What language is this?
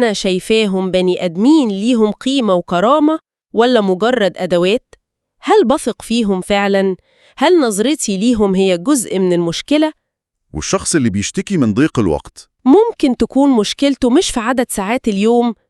Egyptian Arabic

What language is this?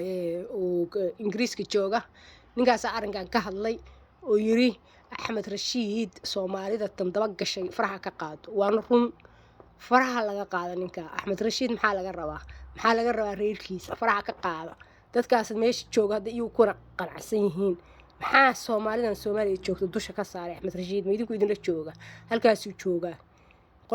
Somali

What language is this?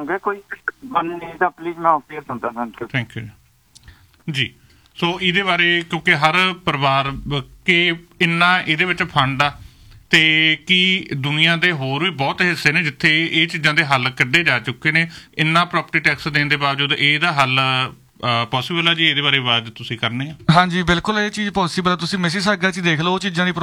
Punjabi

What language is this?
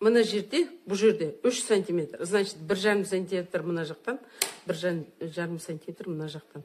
Kazakh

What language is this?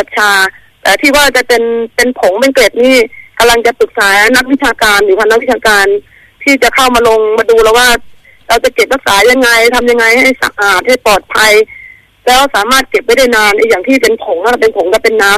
Thai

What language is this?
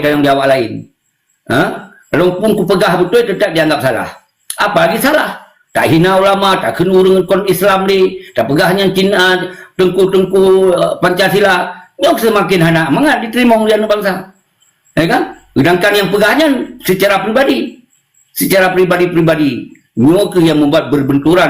Achinese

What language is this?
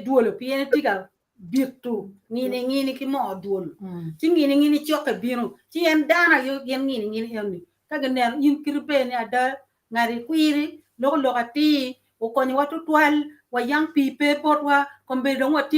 Acoli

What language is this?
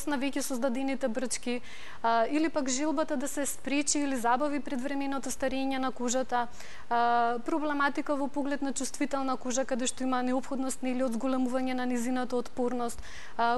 Macedonian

